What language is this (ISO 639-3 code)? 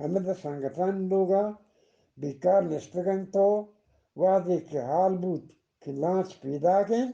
bgp